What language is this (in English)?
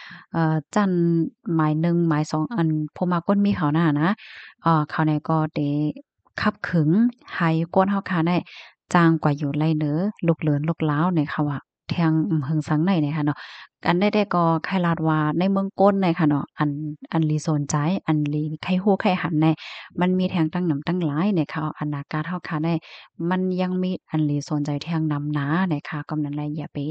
Shan